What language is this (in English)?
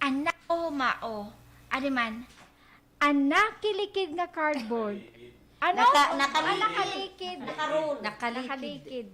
Waray